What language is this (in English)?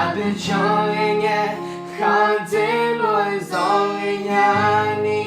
Akha